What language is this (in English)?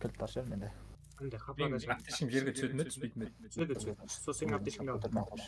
Kara-Kalpak